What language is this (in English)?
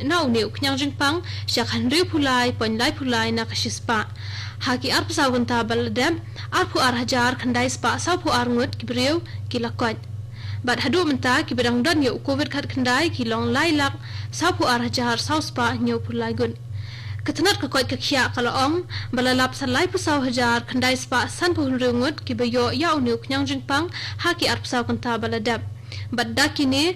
Khasi